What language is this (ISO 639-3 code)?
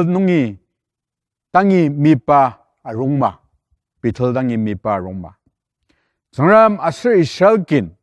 njo